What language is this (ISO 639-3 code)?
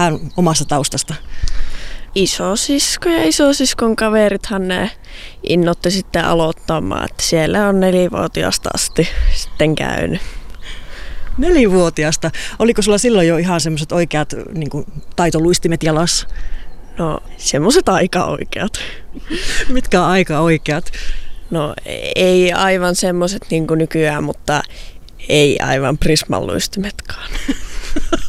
fin